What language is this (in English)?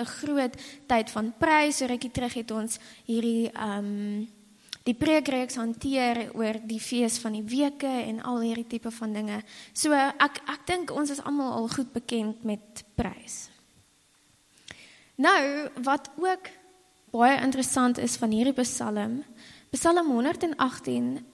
Afrikaans